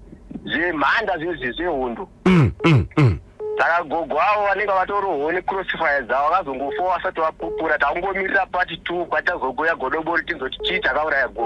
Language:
Shona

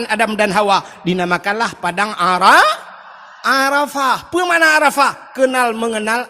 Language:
Achinese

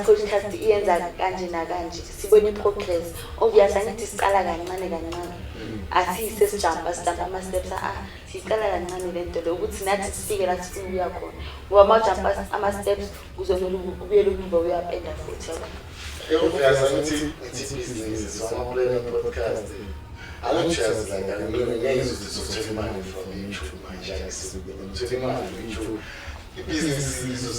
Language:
Zulu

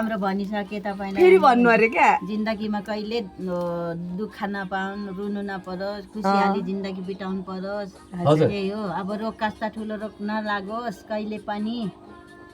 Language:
Nepali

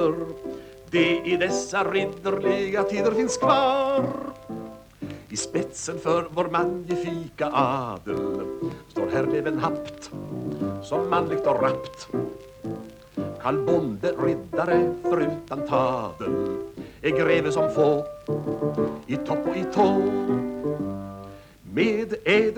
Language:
Swedish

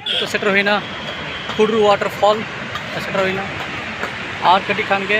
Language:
Santali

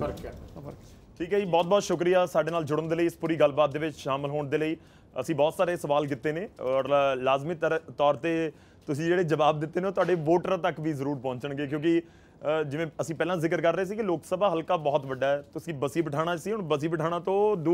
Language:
Punjabi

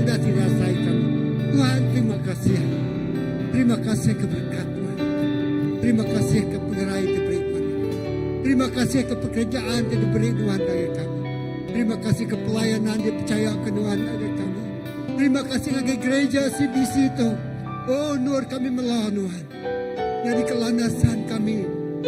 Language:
Iban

